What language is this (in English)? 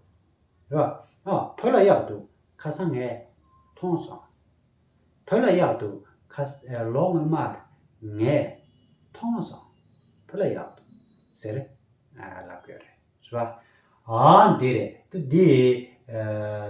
Tibetan